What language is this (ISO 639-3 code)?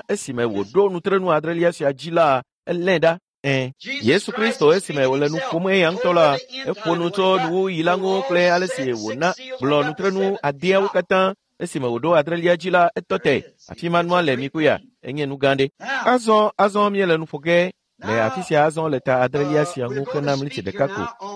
ewe